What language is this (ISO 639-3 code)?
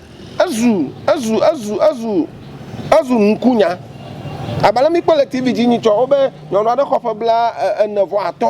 ewe